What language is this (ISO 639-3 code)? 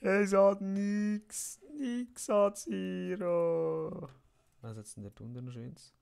gsw